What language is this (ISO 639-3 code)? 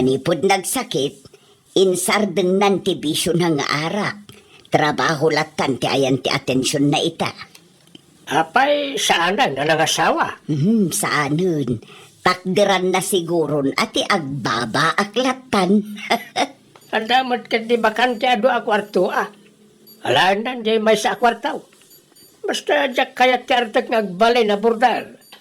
ilo